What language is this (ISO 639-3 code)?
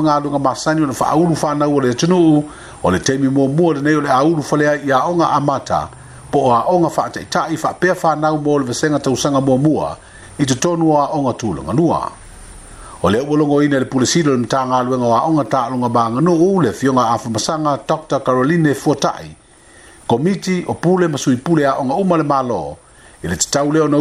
smo